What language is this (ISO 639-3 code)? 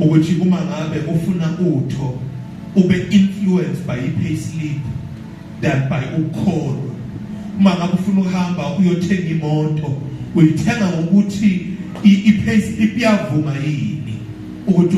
zul